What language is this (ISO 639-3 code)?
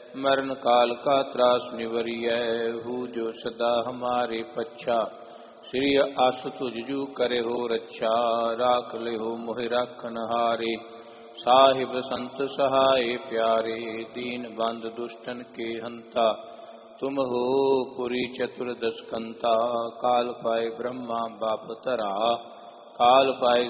pan